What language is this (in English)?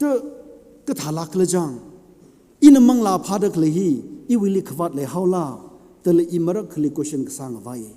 Tangkhul Naga (India)